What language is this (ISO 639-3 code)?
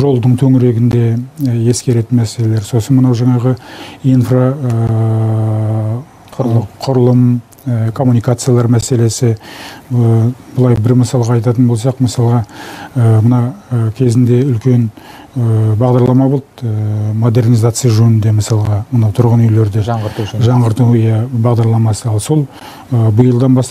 kaz